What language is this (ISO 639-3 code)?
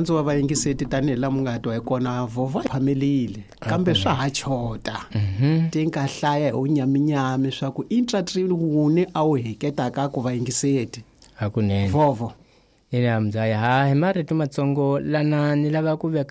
tso